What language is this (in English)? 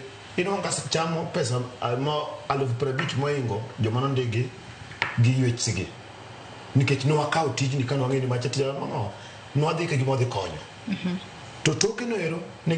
Luo (Kenya and Tanzania)